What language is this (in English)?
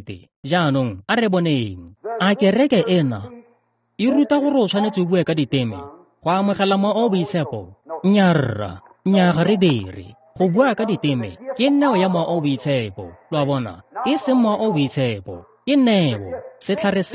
Tswana